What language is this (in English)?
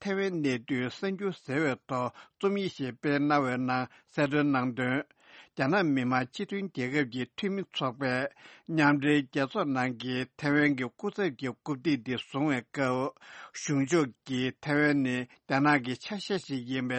Tibetan